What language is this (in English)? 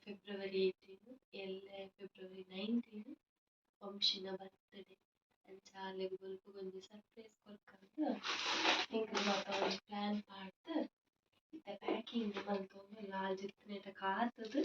Tulu